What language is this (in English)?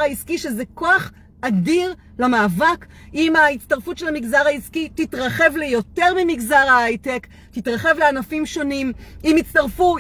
Hebrew